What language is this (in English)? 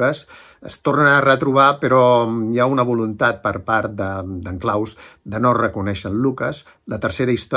Catalan